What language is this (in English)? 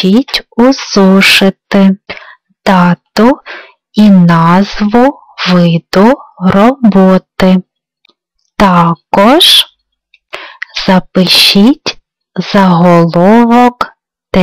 Ukrainian